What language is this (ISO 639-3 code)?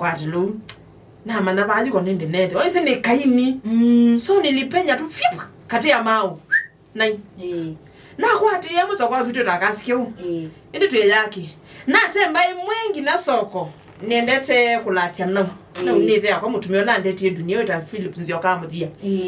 kam